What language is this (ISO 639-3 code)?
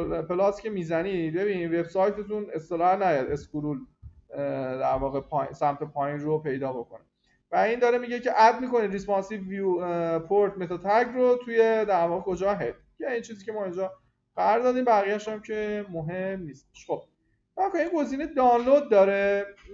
fas